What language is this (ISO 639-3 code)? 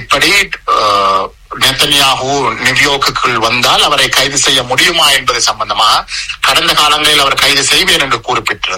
tam